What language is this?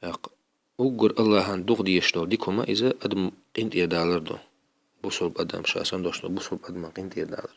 Chechen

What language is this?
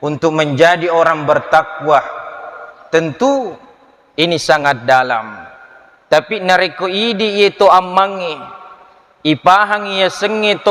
Buginese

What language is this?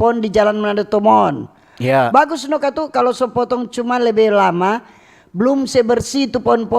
Manado Malay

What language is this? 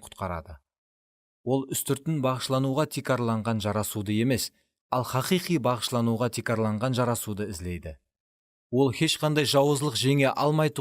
Kara-Kalpak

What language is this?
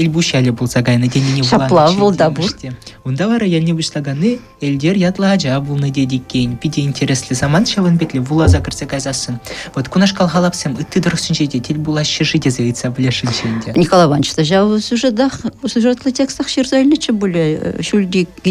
Chuvash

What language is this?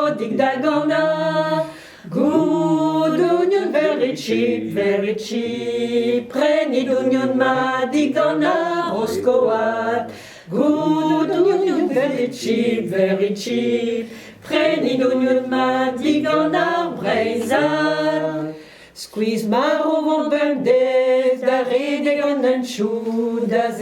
Breton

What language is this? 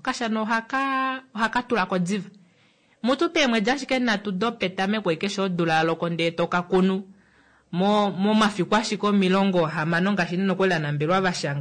Kuanyama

